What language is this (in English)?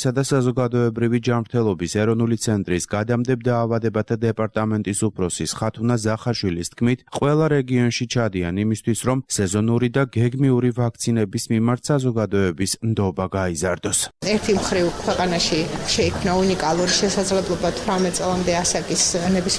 Georgian